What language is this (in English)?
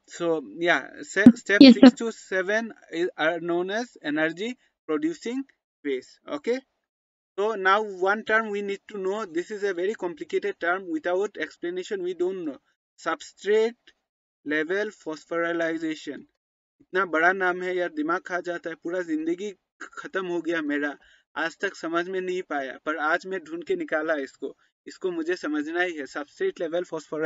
Hindi